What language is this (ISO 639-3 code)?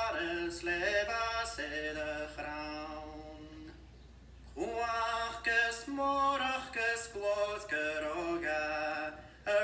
gla